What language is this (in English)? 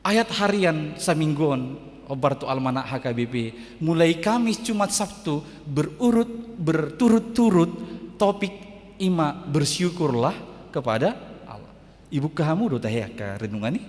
Batak Toba